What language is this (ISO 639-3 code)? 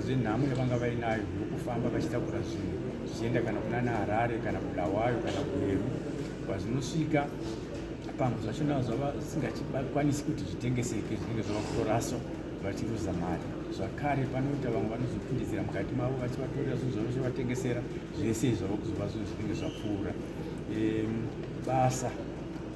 sna